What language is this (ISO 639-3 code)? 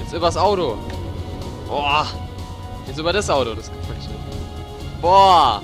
pfl